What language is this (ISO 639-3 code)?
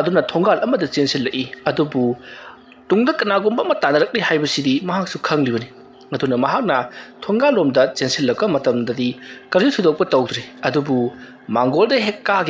mni